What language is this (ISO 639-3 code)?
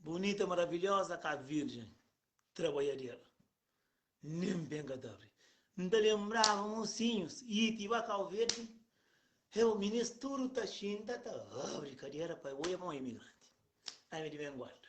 kea